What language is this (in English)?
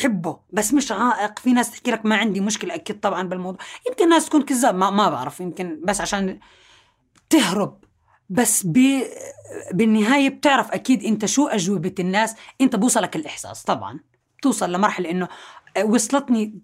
North Levantine Arabic